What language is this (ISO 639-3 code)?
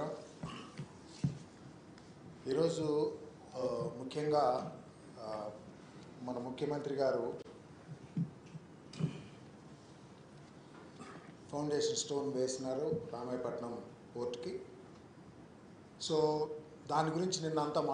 tel